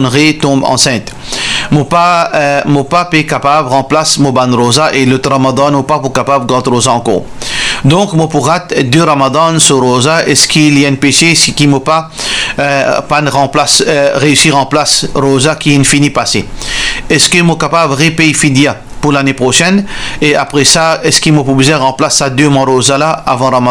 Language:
Morisyen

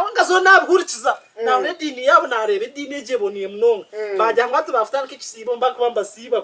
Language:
Nyankole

